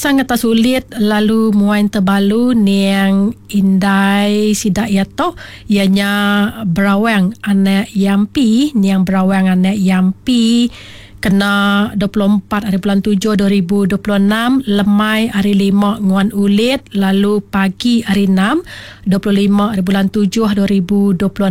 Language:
Iban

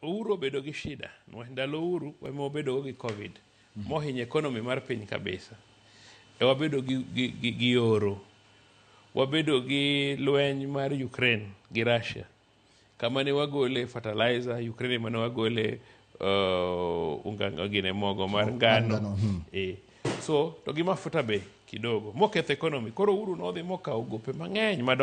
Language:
Luo (Kenya and Tanzania)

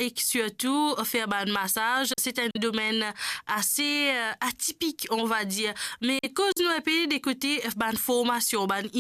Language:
Morisyen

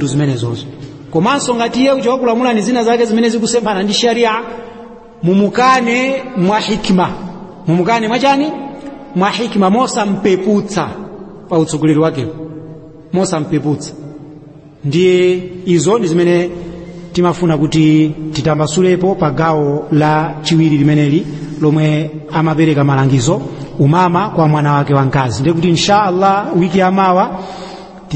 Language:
Nyanja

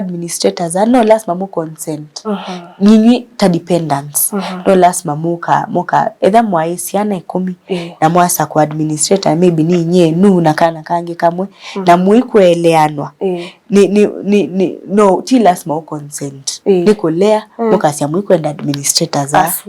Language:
Kamba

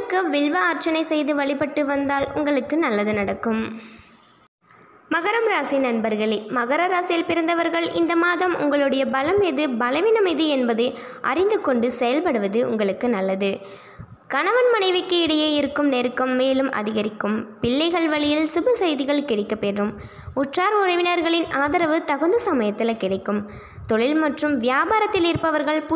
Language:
Tamil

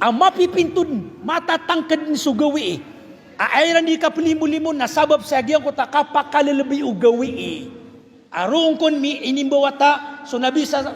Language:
Maranao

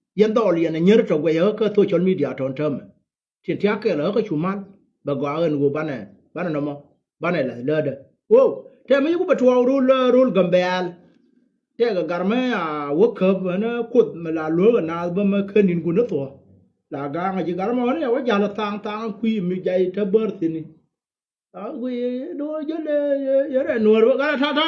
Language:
Nuer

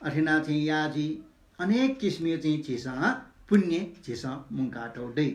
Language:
Newari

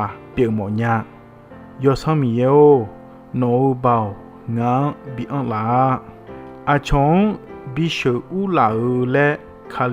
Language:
Akha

